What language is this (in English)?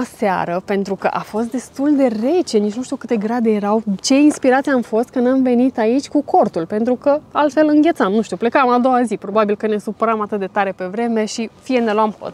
Romanian